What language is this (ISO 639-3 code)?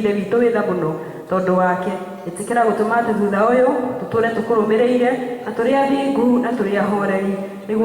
kik